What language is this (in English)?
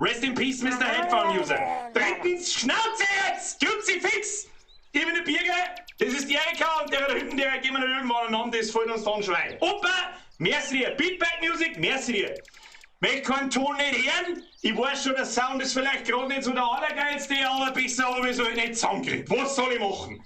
Bavarian